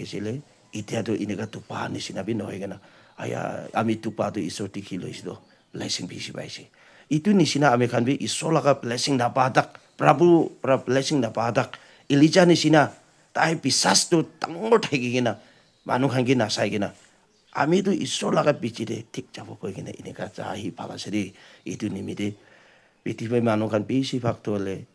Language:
Naga Pidgin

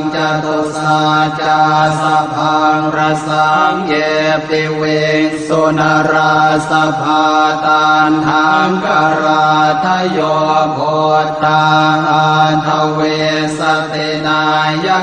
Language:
Pali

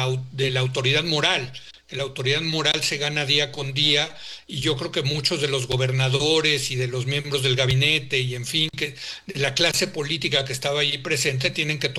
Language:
Spanish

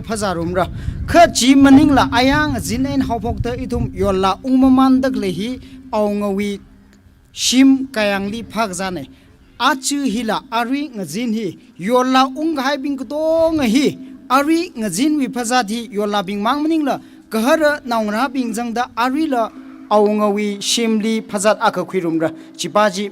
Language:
Tangkhul Naga (India)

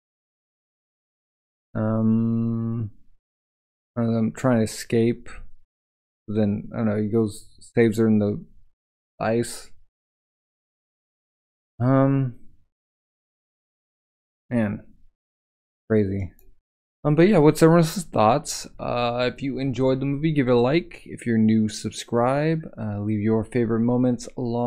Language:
English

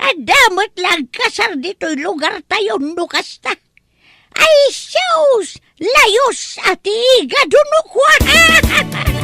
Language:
Iloko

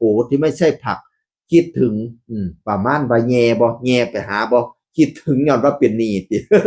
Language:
Northeastern Thai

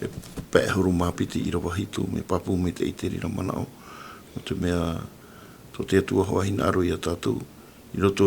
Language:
Tahitian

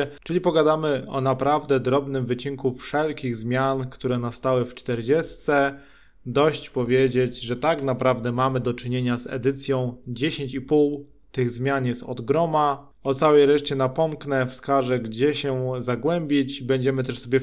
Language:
Polish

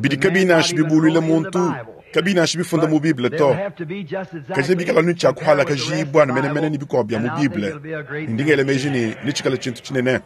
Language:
Luba-Lulua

